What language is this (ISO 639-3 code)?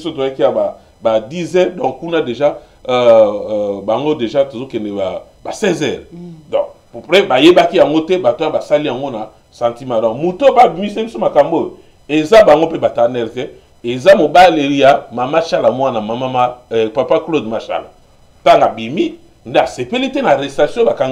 lin